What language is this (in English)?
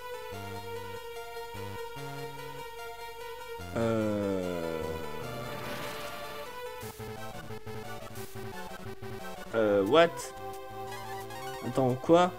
French